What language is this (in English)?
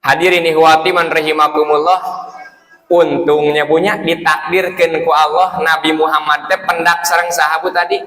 Sundanese